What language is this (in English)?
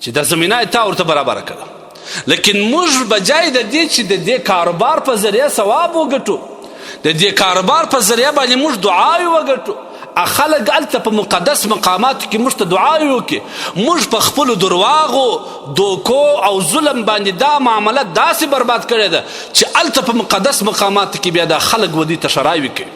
Pashto